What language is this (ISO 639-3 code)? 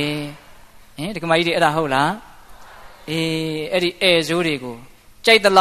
mya